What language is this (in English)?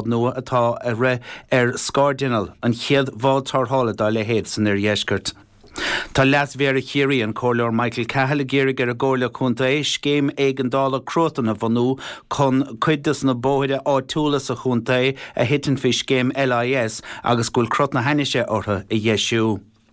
Irish